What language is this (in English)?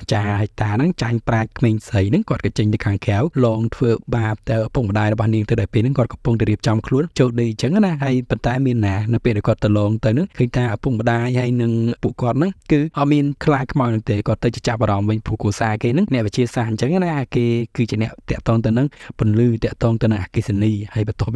Khmer